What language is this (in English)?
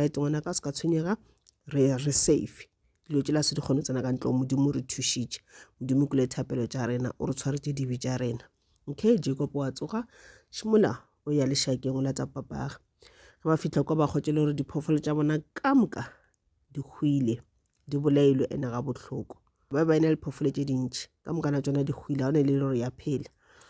Northern Sotho